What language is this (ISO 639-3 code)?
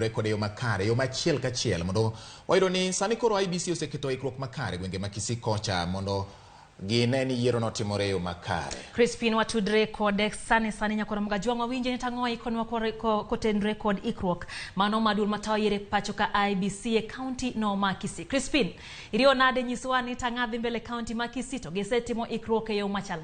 luo